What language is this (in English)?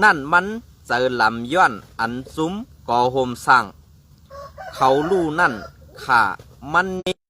Shan